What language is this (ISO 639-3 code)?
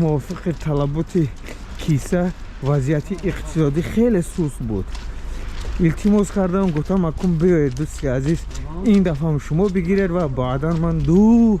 tgk